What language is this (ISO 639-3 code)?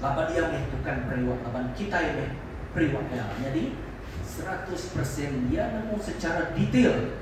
iba